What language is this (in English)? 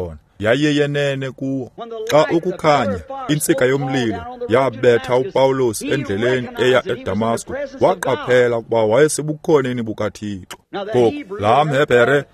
Xhosa